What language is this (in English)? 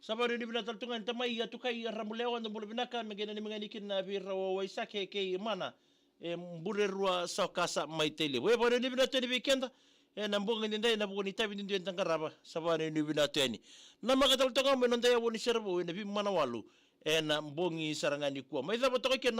Fijian